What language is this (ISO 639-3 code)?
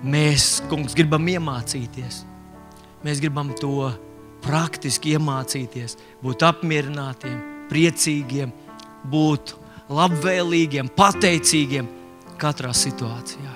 lav